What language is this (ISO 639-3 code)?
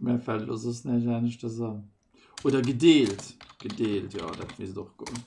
ltz